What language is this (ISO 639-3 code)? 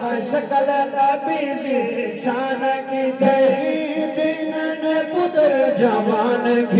skr